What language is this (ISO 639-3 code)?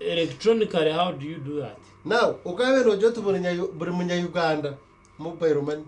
nyn